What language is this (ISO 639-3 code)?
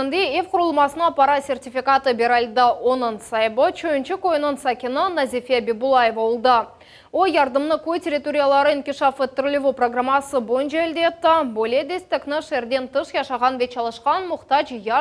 crh